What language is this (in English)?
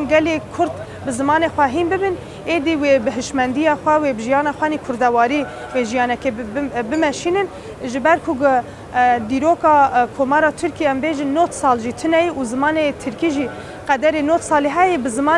Kurdish